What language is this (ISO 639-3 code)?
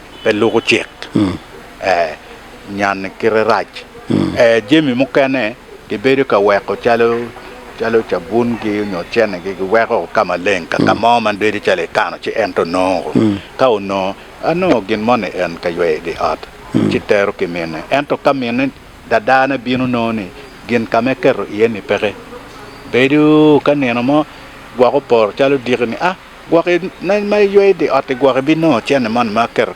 ach